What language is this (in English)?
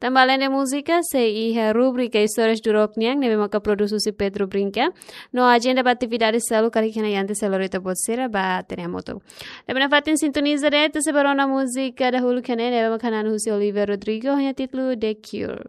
Tetum